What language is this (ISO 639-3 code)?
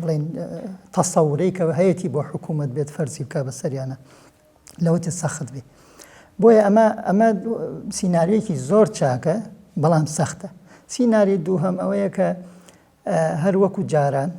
ckb